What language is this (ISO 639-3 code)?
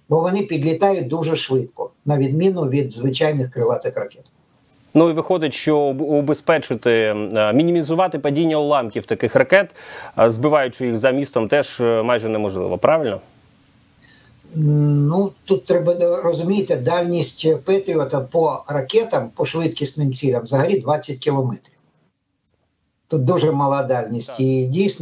ukr